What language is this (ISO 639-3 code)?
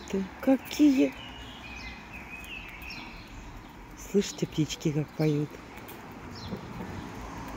rus